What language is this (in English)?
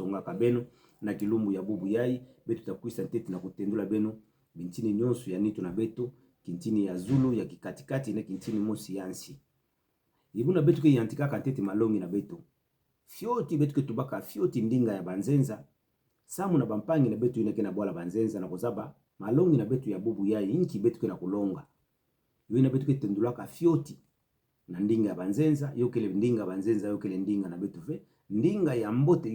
Kituba (Democratic Republic of Congo)